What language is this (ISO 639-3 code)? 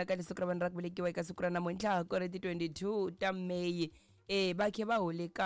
tso